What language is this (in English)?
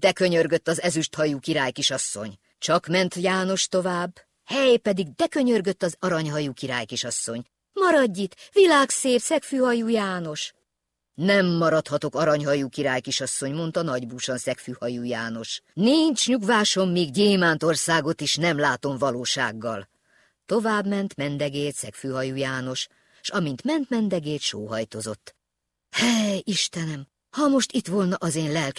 Hungarian